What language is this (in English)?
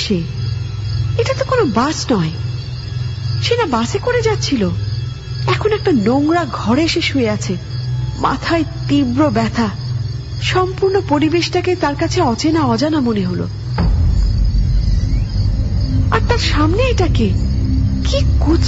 Bangla